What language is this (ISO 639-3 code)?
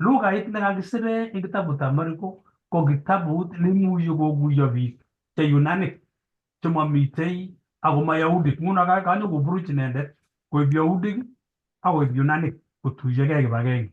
kln